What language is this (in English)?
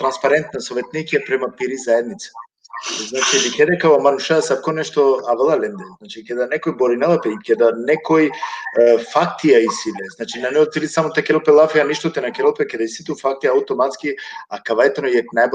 Balkan Romani